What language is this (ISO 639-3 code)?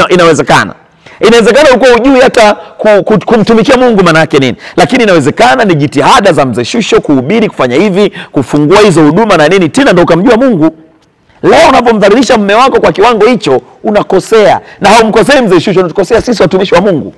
swa